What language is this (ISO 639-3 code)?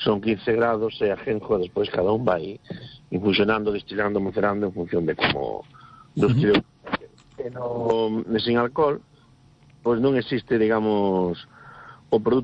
glg